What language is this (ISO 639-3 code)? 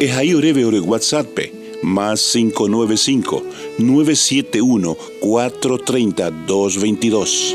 grn